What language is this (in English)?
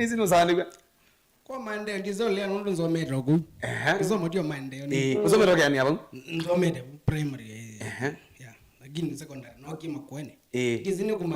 Kamba